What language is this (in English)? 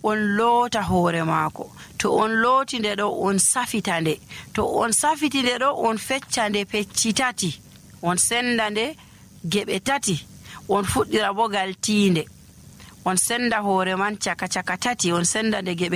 Nigerian Fulfulde